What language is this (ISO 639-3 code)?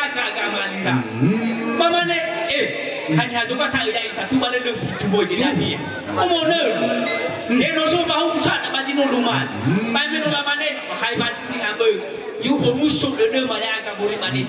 nia